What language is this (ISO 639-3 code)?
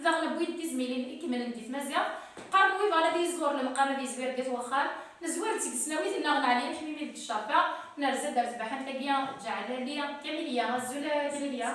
kab